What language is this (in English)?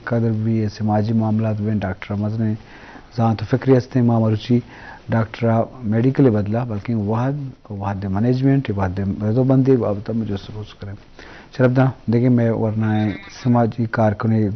Eastern Balochi